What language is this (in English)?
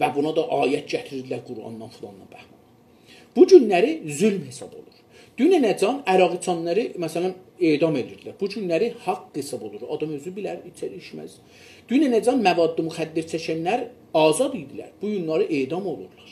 South Azerbaijani